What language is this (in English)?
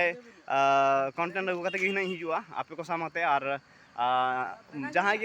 Santali